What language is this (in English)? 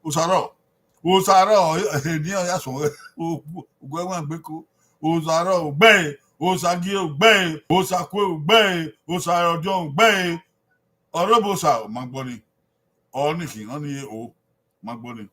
Bini